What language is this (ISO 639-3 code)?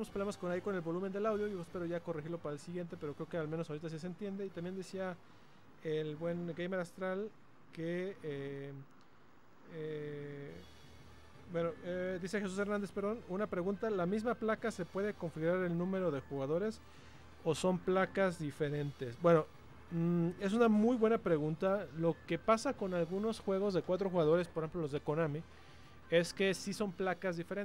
spa